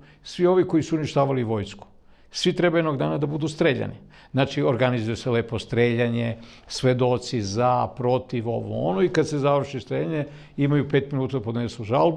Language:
Serbian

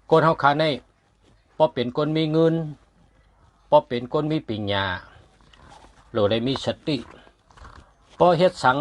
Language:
Shan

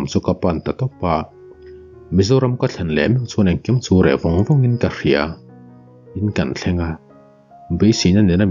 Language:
Mizo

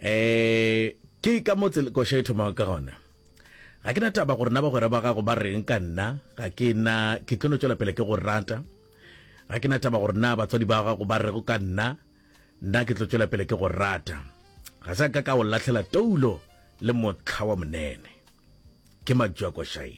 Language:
Northern Sotho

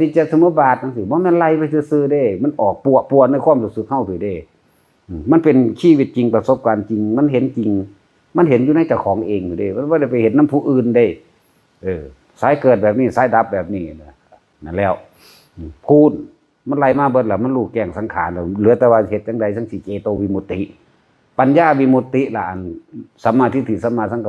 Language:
Northeastern Thai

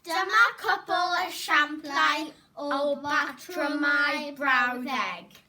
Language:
Welsh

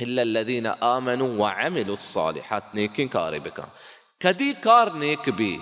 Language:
Baluchi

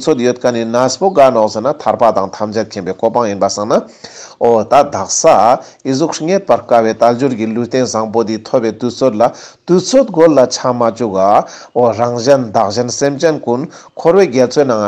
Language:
Ladakhi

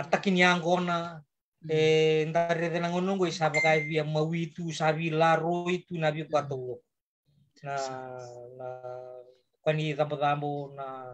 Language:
Fijian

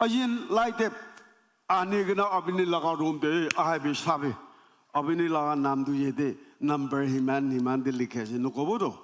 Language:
Naga Pidgin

